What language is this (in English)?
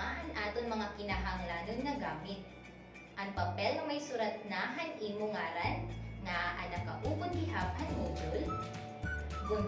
Waray